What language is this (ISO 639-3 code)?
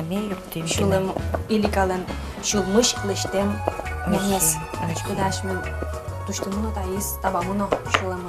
udm